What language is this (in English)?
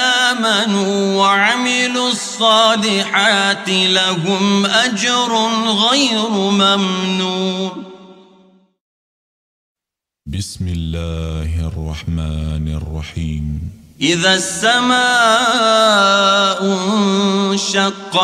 Arabic